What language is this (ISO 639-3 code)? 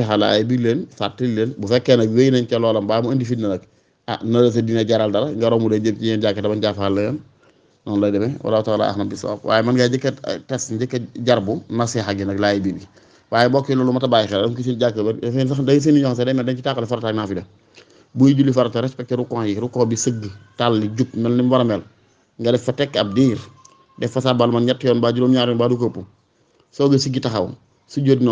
wol